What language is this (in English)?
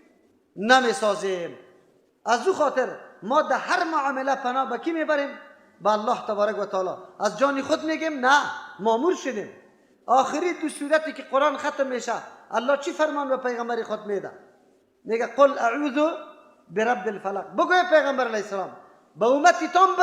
Persian